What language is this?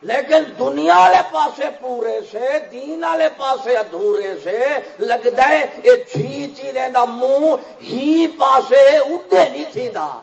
Saraiki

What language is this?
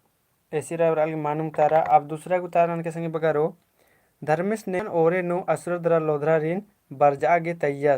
Kurukh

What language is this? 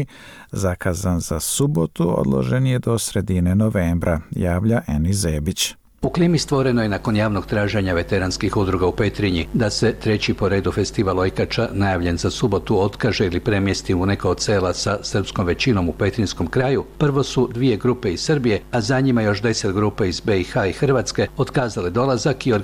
Croatian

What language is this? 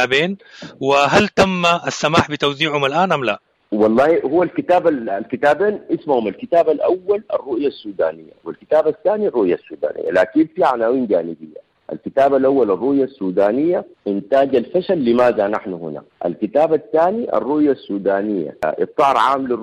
Sudanese Arabic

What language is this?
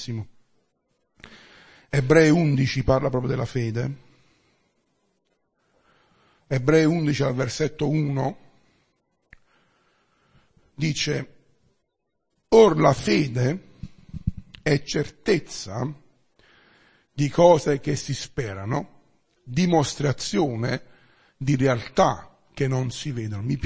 Italian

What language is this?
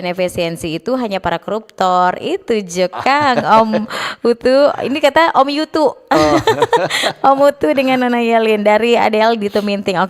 Manado Malay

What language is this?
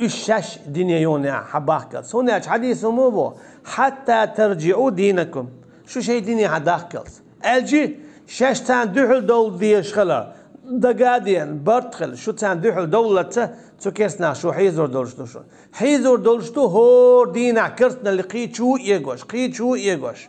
Chechen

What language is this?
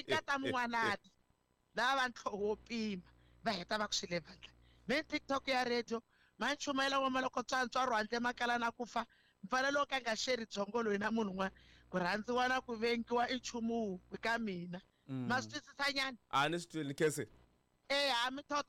Tsonga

